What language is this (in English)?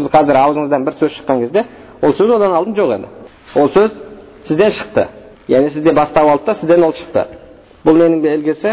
Kazakh